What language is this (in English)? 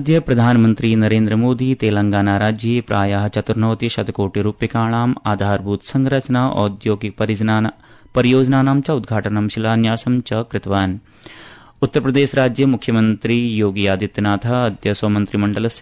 Sanskrit